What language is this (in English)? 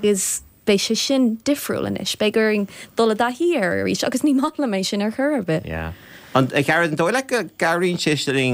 Irish